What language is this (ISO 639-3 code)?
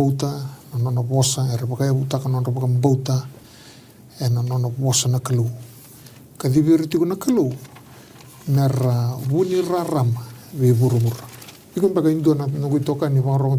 fij